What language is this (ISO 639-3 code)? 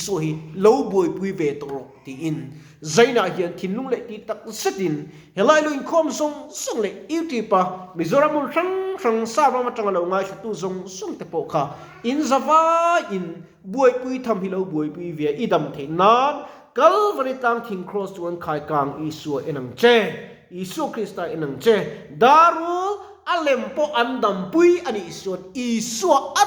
lus